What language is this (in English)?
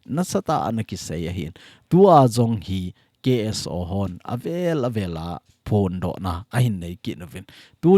Thado Chin